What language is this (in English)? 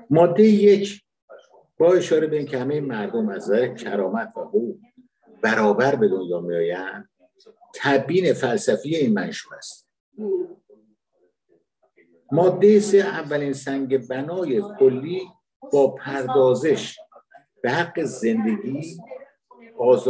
Persian